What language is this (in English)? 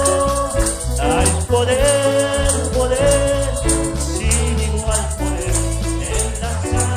Aymara